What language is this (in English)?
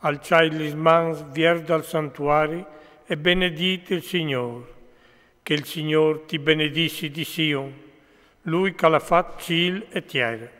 Friulian